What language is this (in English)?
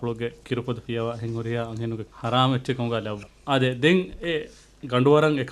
Divehi